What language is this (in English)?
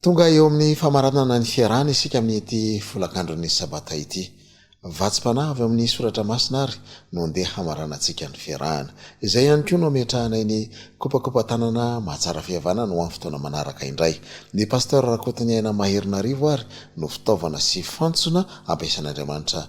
Malagasy